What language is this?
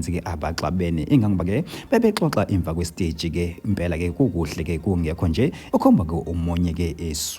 Zulu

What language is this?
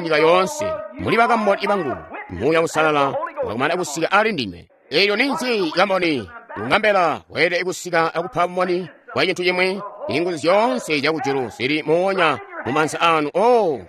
Tonga (Zambia)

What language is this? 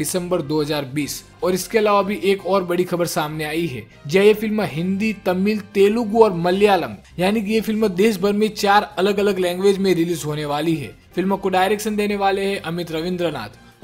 Hindi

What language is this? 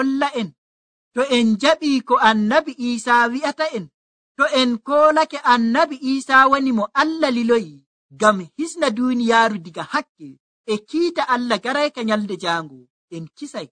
Nigerian Fulfulde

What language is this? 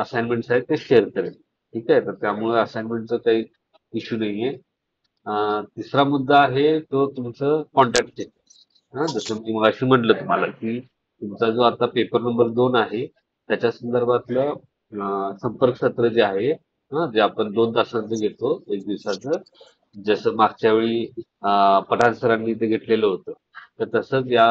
Marathi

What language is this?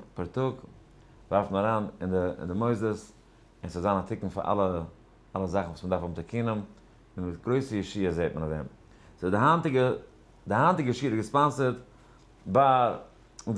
Yiddish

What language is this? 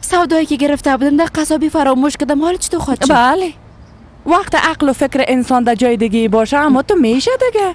Persian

